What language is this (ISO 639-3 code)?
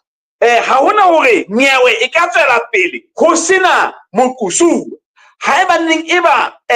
sot